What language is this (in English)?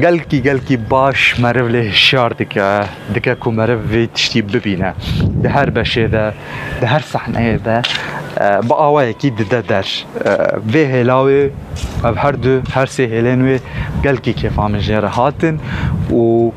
Kurdish